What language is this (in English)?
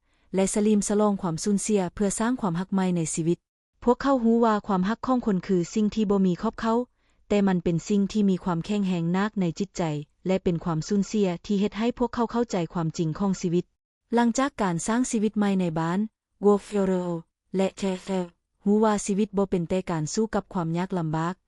Lao